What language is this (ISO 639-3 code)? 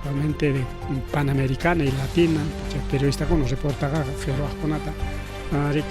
quy